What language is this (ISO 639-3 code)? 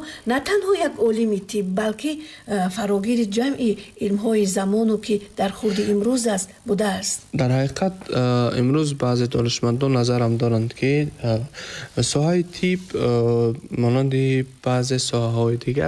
tgk